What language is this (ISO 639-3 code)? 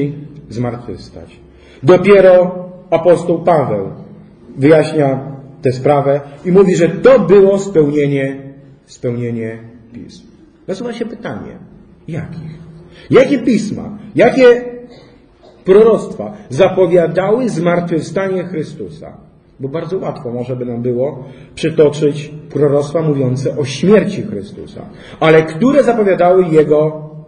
pol